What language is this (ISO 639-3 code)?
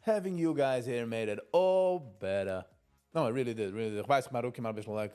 yid